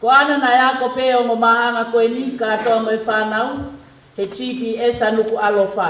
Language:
Tongan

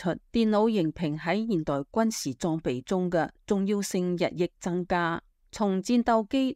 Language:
Cantonese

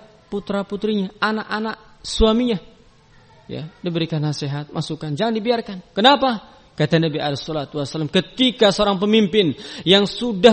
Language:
Indonesian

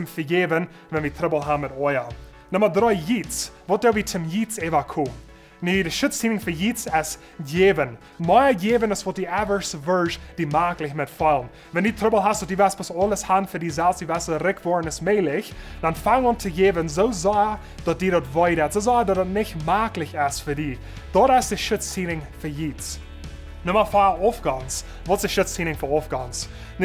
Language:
Plautdietsch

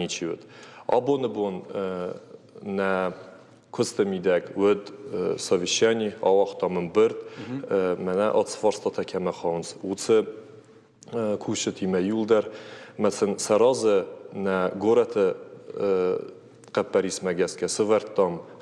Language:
Ossetic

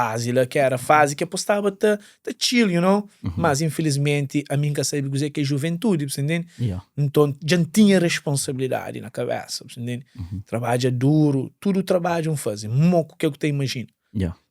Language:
Kabuverdianu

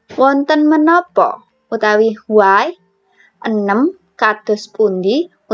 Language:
Javanese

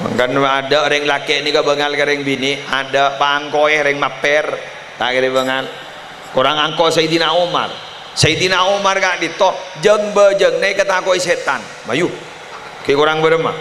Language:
Madurese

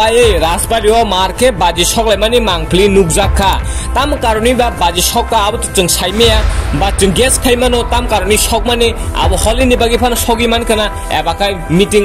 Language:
Kok Borok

